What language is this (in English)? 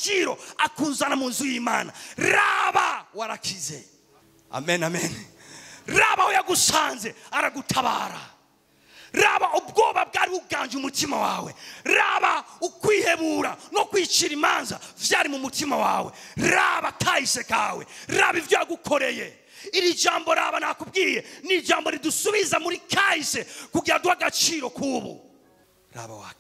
Rundi